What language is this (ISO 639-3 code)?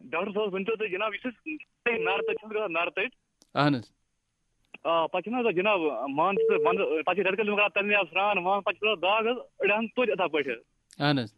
kas